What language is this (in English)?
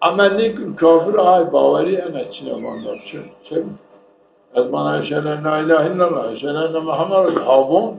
Zaza